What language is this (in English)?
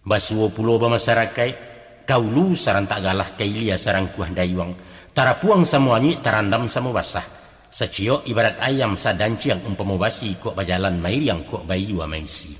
Minangkabau